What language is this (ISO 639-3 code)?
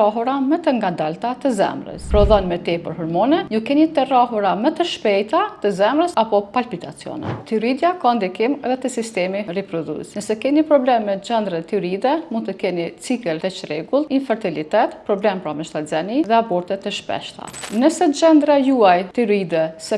sqi